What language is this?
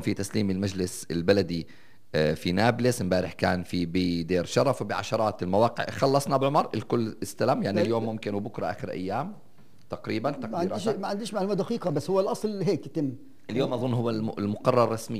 North Levantine Arabic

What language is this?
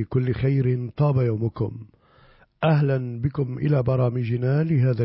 Arabic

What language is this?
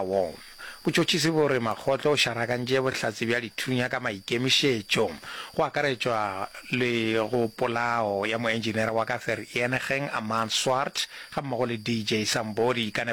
Northern Sotho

